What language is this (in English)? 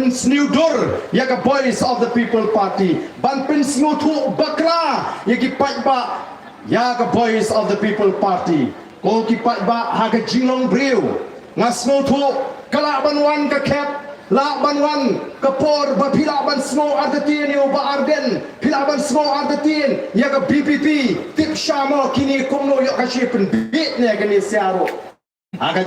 Khasi